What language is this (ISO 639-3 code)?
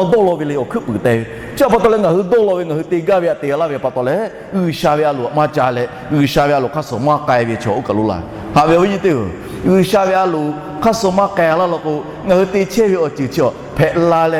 lhu